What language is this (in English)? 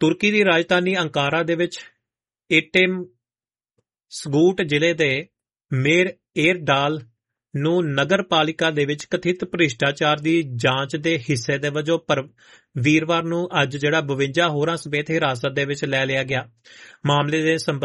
Punjabi